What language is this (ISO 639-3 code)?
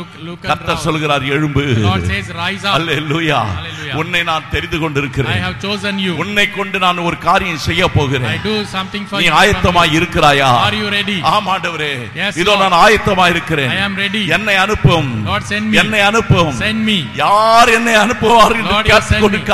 tam